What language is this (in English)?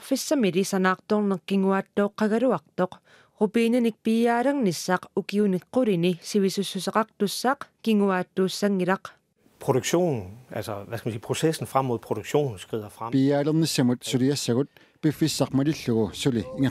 Kalaallisut